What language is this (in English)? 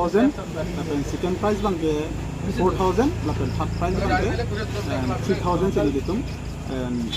Karbi